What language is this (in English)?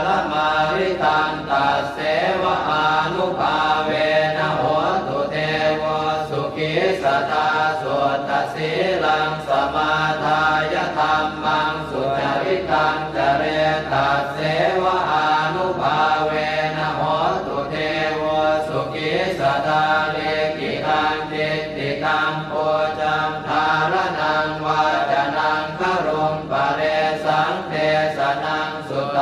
Pali